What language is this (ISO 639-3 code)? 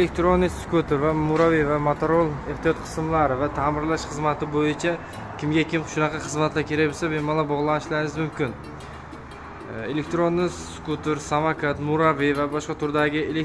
uzb